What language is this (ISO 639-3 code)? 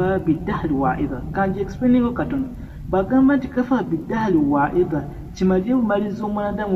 lug